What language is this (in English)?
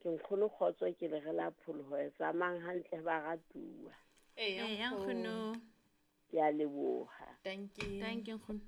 Southern Sotho